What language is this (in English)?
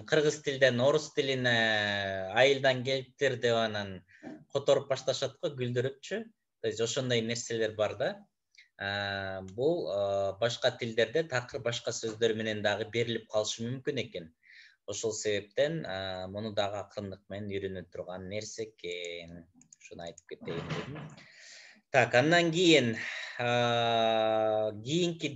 Kyrgyz